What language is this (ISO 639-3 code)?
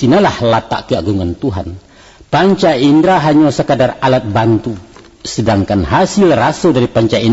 min